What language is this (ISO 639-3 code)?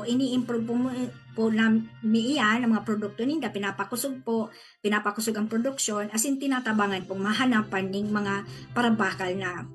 bik